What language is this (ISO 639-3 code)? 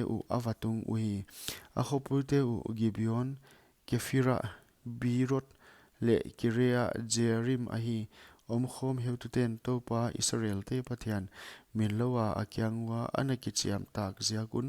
pck